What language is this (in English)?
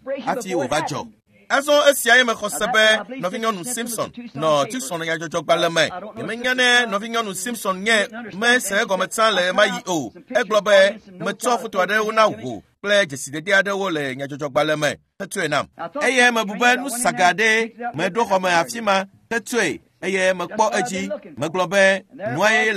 Ewe